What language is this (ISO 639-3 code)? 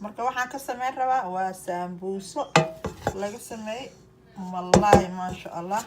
som